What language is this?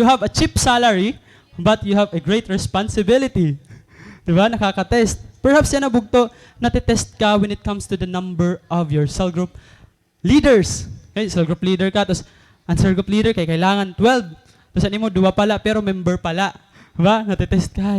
Waray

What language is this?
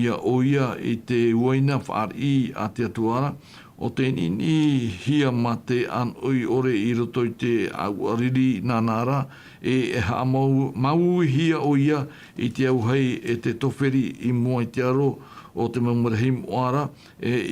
Tahitian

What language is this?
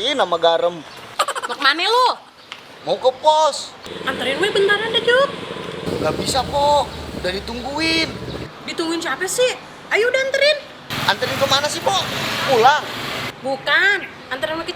Betawi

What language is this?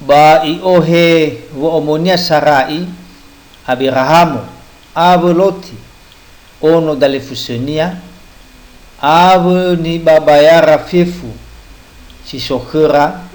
Nias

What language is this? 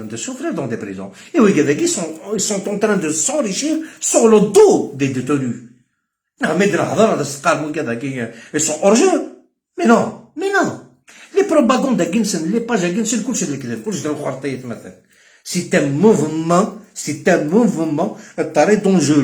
Algerian Arabic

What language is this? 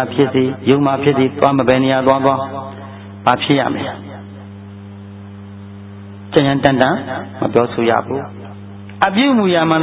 Burmese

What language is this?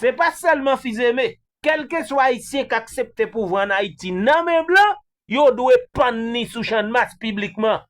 Haitian Creole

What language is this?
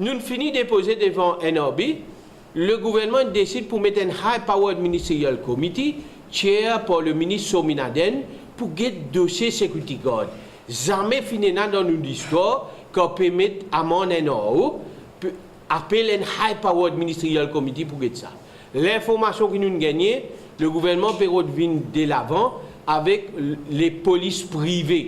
Morisyen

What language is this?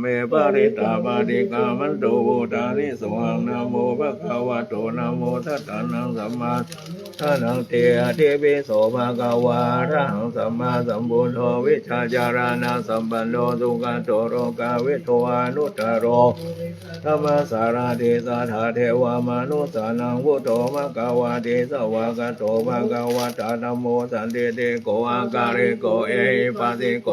Pali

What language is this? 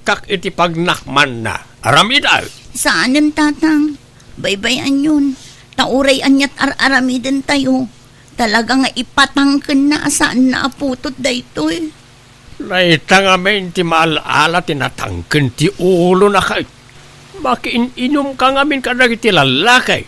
Iloko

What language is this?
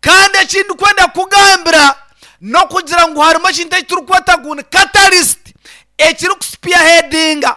Nyankole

